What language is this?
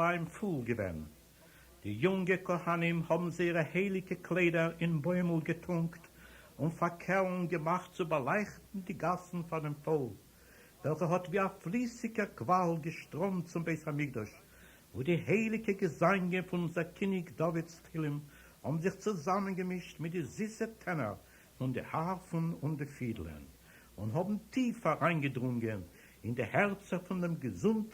Yiddish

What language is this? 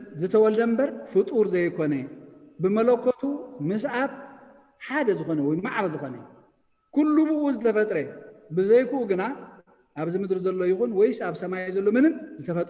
Tigrinya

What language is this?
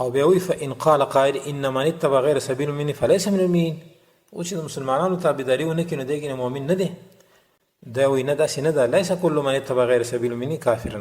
Pashto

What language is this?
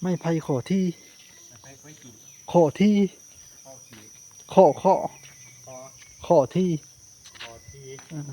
Northeastern Thai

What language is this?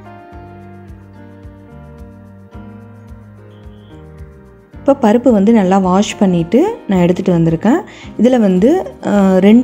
Tamil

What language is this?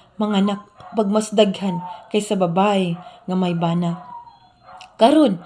Cebuano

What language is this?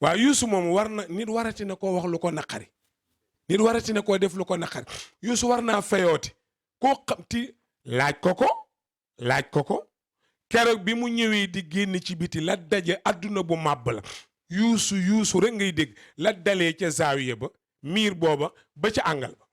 Wolof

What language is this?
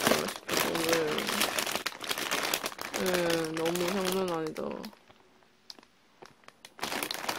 Korean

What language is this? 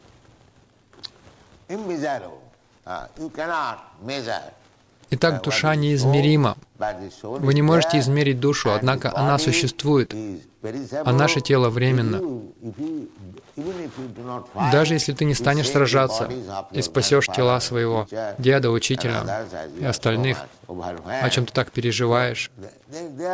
Russian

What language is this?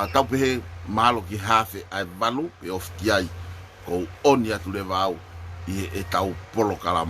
Tongan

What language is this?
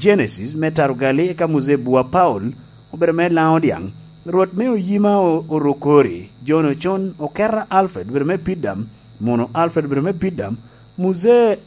Lango (Uganda)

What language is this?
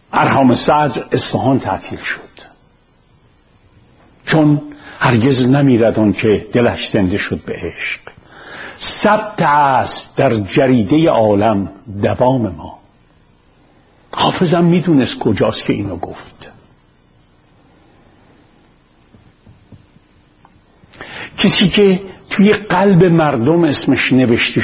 Persian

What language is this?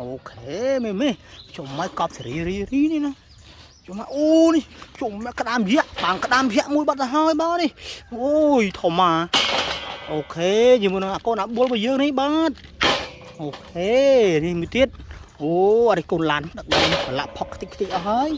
Khmer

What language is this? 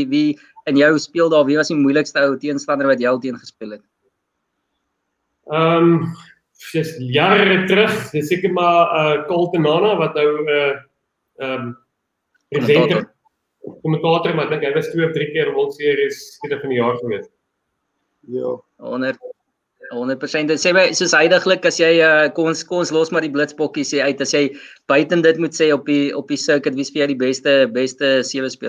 Afrikaans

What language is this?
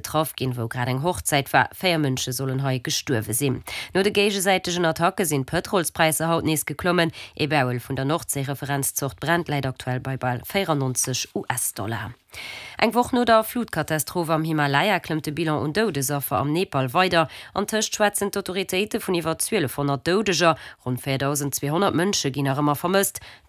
Luxembourgish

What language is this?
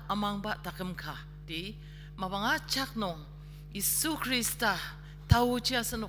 Ao Naga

